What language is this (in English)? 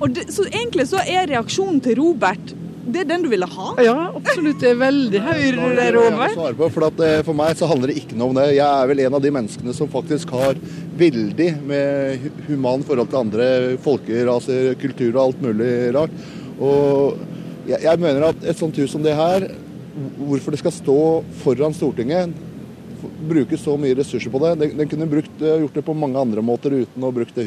Norwegian